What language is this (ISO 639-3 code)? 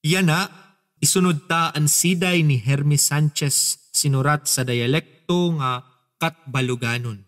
war